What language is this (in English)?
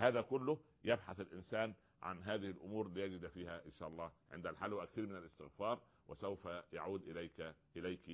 Arabic